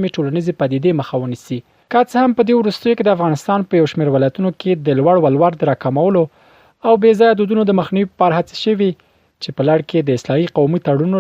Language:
Pashto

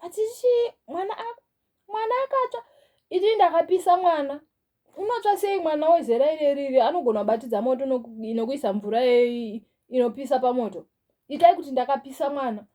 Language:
Shona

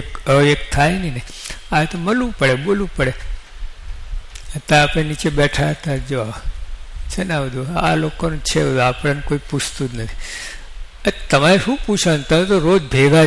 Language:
Gujarati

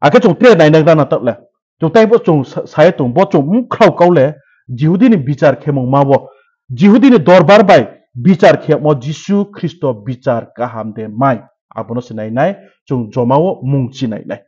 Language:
Riang (India)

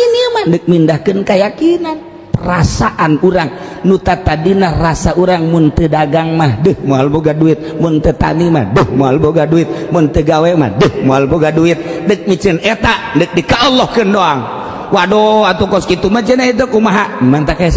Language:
Sundanese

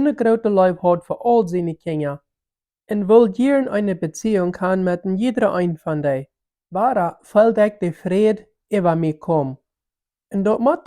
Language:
Plautdietsch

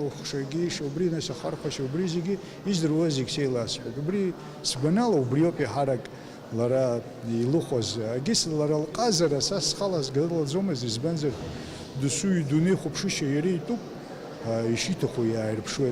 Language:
Abkhazian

